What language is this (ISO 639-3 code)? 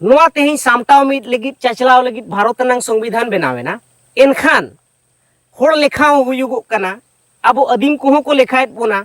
sat